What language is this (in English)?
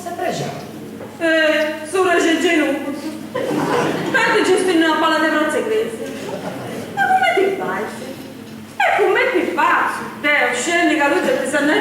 Sardinian